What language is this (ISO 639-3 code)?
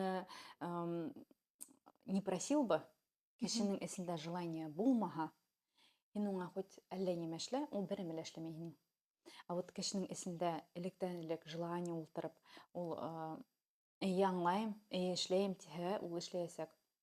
bak